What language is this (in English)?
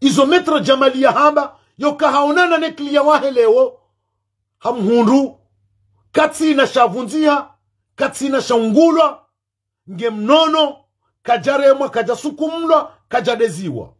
Ngazidja Comorian